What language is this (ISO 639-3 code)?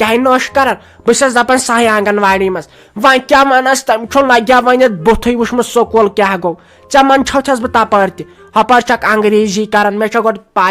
kas